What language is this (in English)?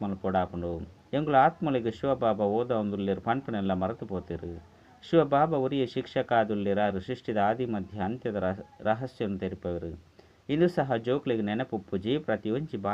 Tulu